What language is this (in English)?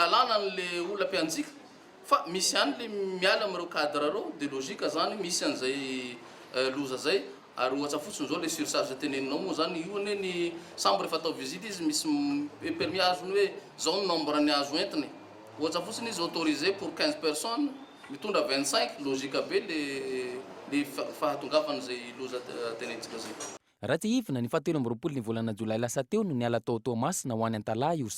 Malagasy